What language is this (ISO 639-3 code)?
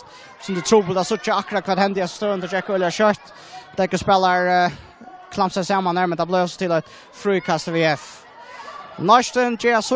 fao